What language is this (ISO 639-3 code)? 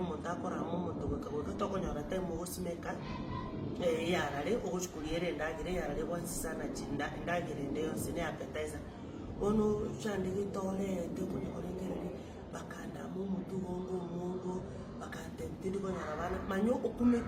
guz